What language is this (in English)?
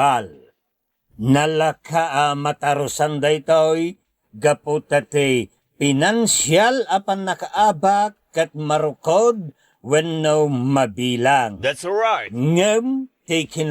Iloko